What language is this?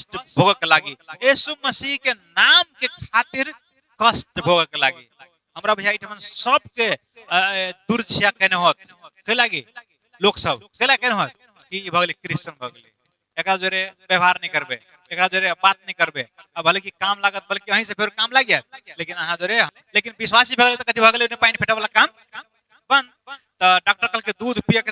Maithili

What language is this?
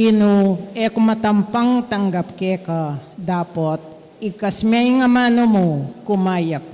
Pampanga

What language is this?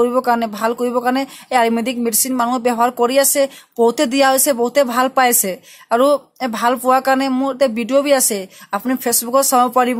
Assamese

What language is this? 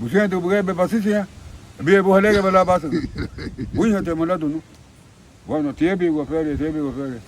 Garifuna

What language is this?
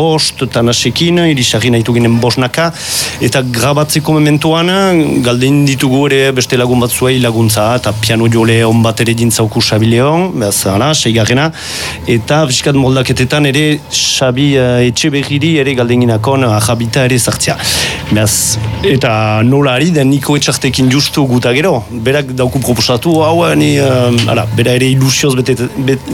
Basque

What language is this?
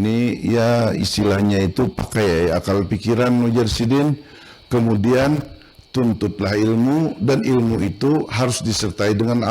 Banjar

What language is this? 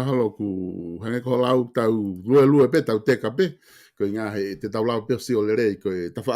Tongan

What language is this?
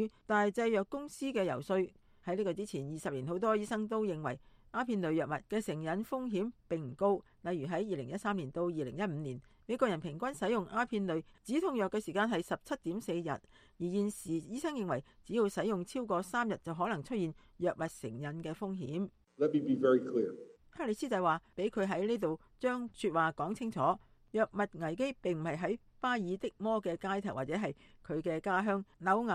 Cantonese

